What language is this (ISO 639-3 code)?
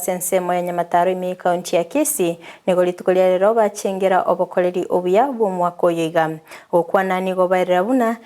guz